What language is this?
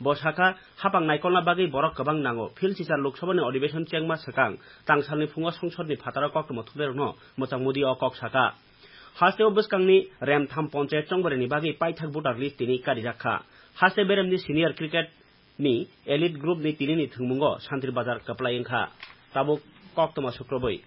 Kok Borok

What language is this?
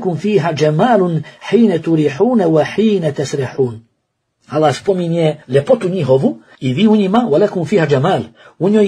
Bosnian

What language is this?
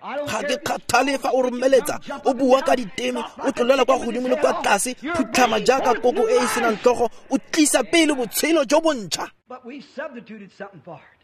Tswana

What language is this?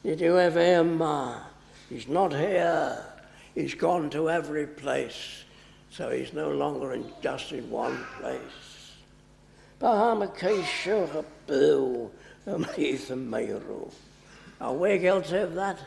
Welsh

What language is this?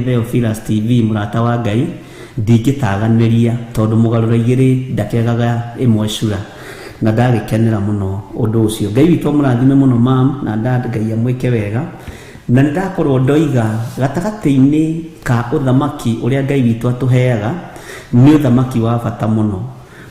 Kikuyu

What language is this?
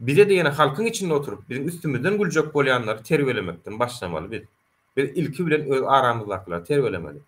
Turkmen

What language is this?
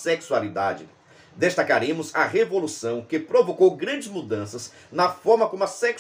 Portuguese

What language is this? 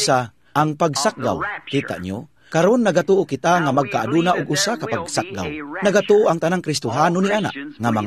Cebuano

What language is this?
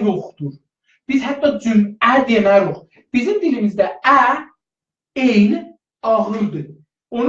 South Azerbaijani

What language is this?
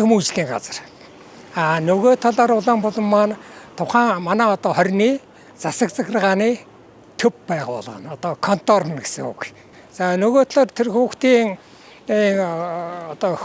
Mongolian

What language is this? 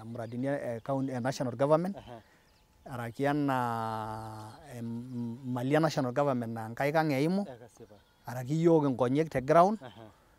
Masai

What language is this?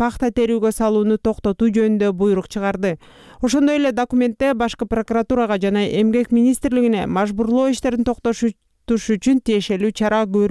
Kyrgyz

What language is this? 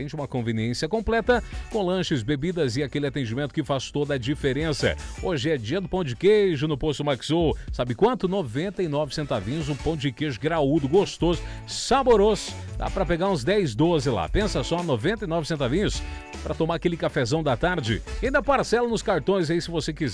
Portuguese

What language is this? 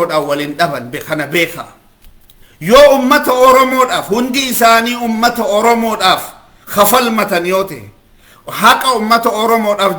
Oromo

